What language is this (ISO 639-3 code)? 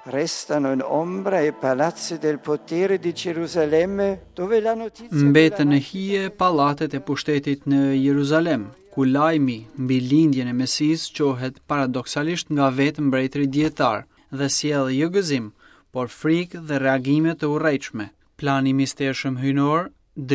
sqi